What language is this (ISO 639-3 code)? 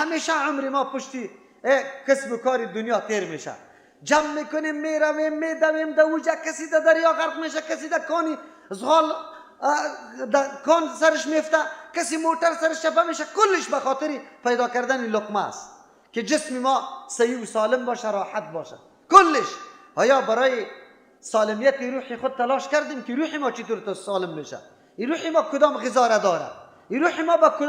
fas